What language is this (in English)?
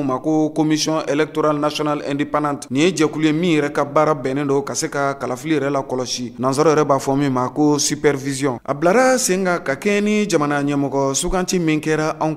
Bambara